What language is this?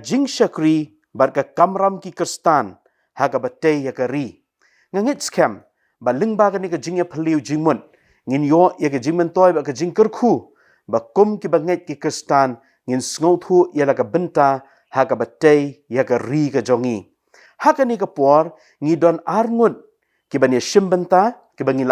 Khasi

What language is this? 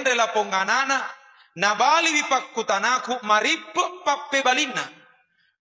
Buginese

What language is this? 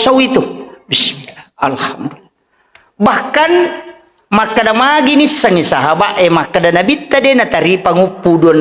Buginese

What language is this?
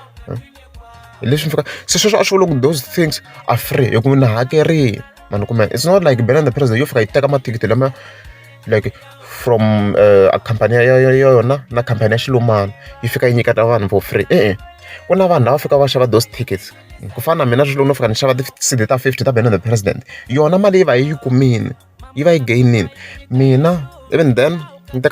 Tsonga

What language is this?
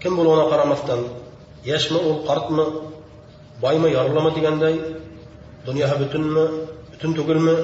Bashkir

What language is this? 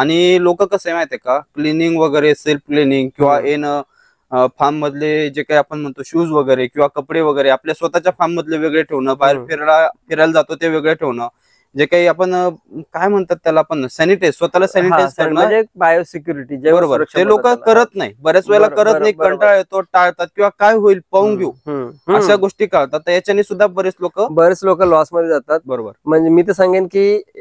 Marathi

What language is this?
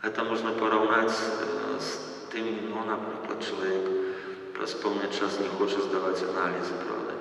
Belarusian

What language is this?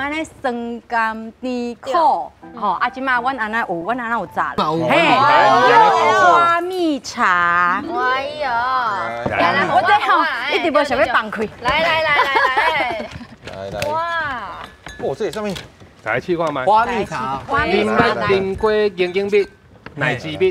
Min Nan Chinese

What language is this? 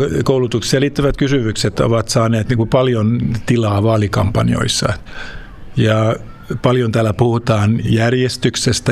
Finnish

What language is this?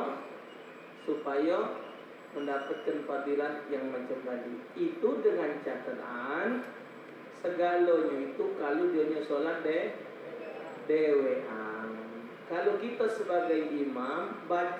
Musi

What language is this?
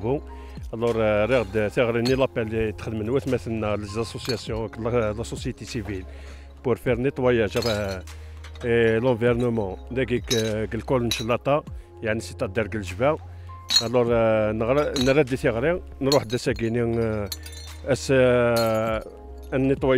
Kabyle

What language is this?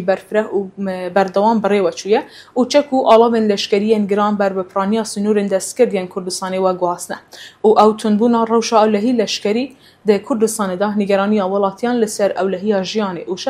Kurdish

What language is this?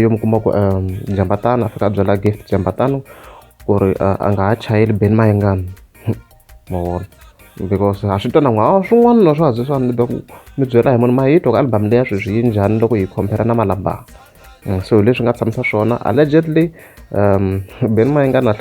Tsonga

